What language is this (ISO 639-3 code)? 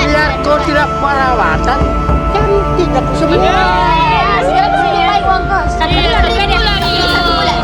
mfp